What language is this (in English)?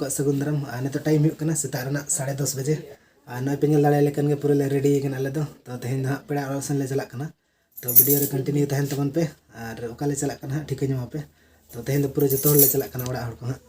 Santali